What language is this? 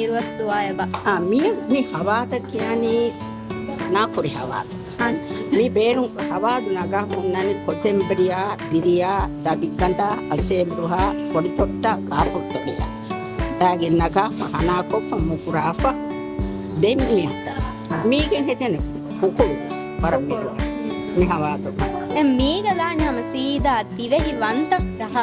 Divehi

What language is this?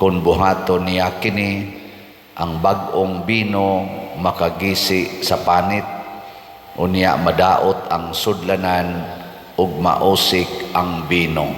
Cebuano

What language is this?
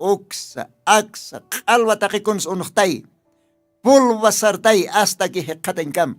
Aymara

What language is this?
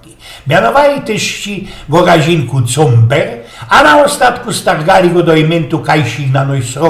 Silesian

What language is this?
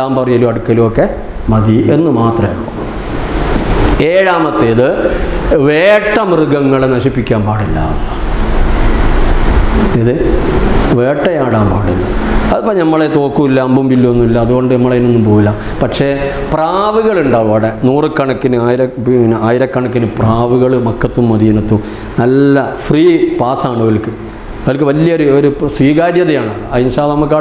Malayalam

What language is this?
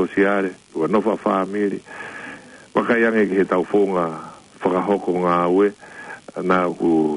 Tongan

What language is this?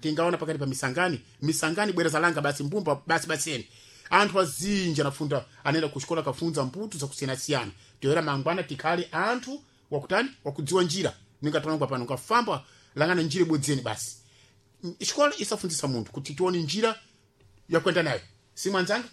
Sena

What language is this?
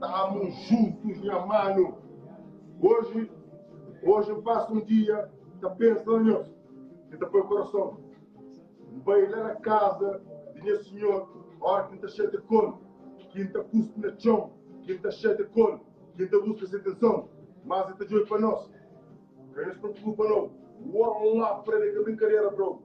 Kabuverdianu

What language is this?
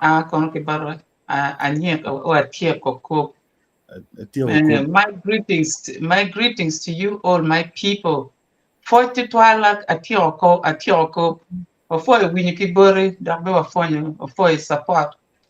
Acoli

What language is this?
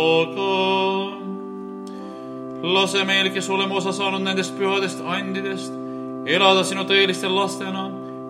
Estonian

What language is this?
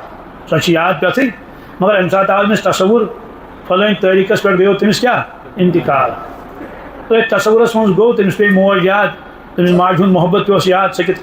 Kashmiri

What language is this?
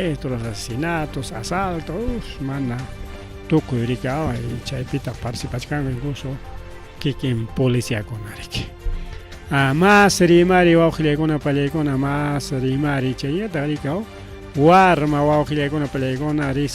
Ayacucho Quechua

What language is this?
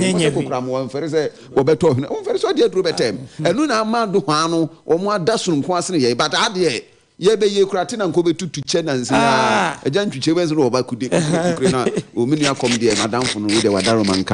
Akan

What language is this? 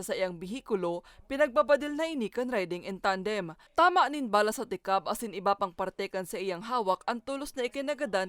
Bikol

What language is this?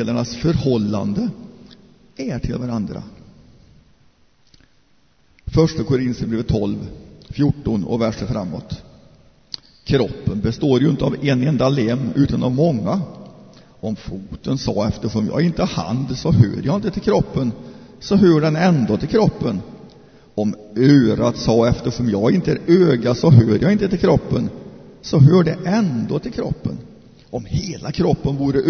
Swedish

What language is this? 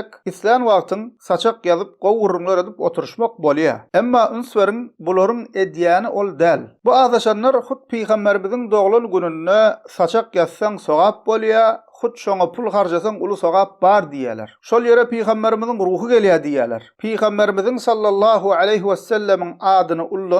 Turkmen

